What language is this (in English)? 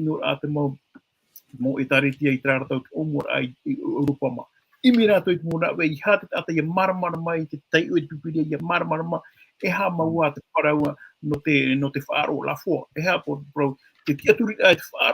Tahitian